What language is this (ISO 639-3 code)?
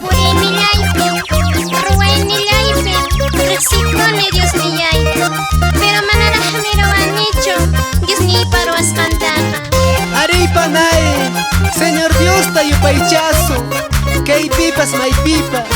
que